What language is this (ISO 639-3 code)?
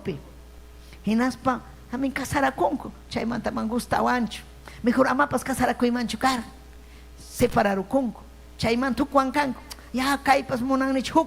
quy